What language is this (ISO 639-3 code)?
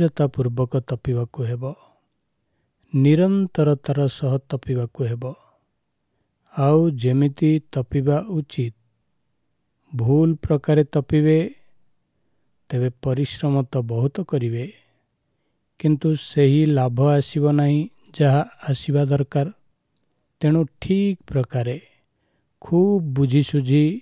ori